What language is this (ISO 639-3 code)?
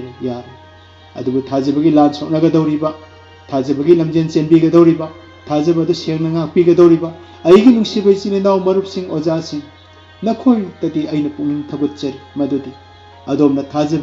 mni